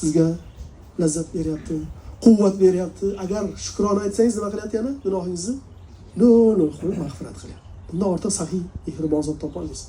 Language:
Uzbek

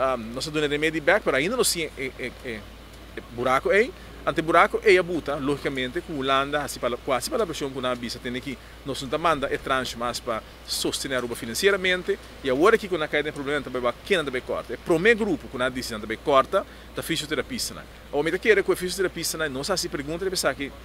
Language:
Papiamento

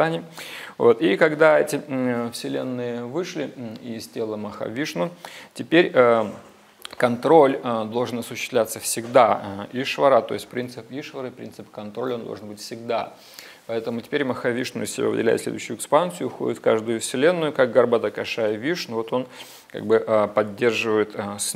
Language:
Russian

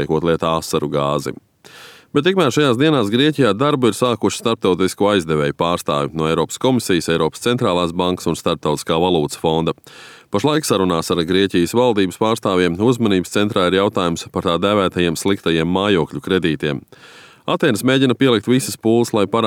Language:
Latvian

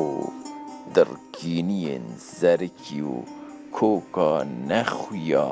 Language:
Kurdish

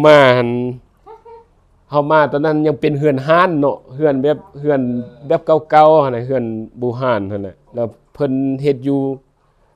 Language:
Lao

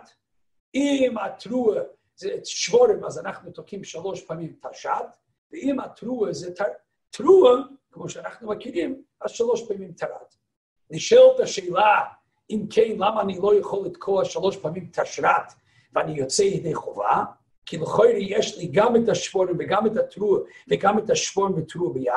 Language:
Hebrew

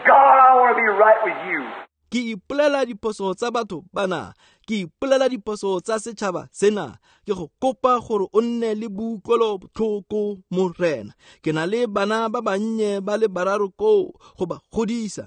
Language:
Tswana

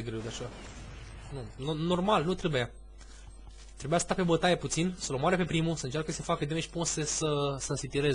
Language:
Romanian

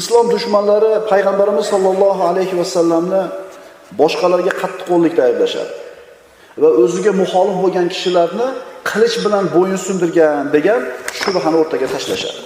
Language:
Uzbek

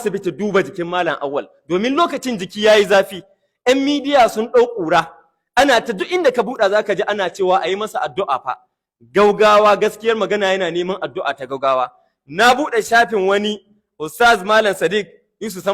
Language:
Hausa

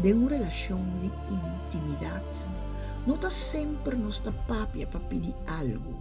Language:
Papiamento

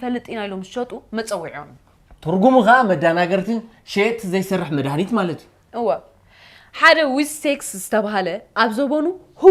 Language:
Tigrinya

